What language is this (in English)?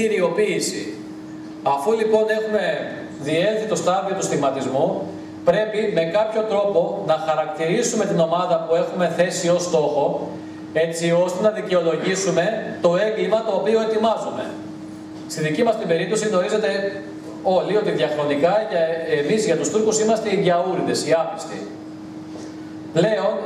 Greek